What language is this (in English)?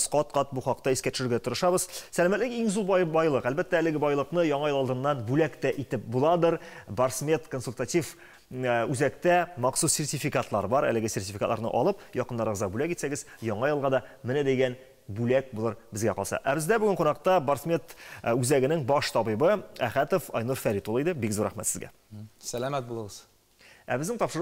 Tatar